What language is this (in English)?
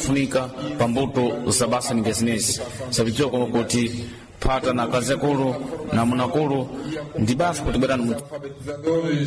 Sena